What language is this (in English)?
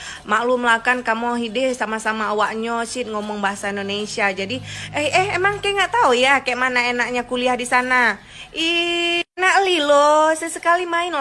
Achinese